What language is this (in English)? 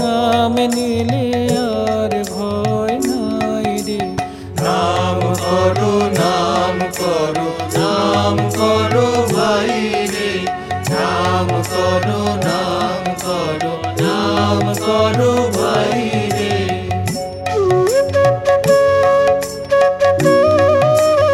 Bangla